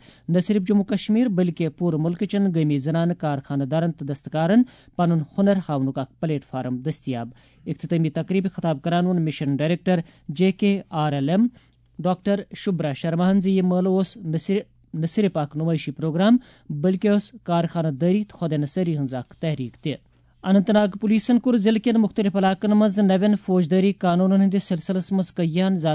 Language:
Kashmiri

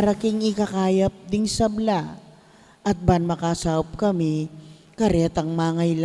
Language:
Pampanga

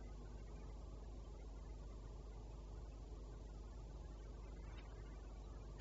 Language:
Basque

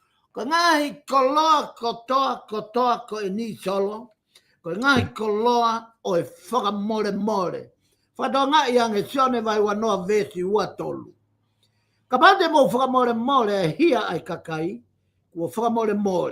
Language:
Tongan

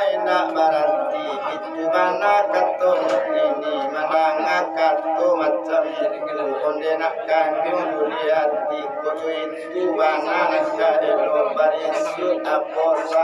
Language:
Minangkabau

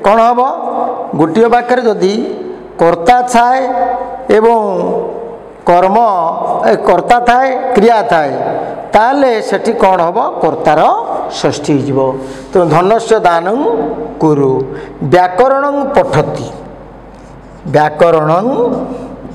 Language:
Odia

